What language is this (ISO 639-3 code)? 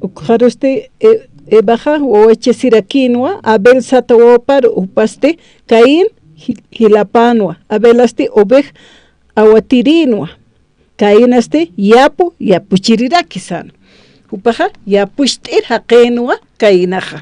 aym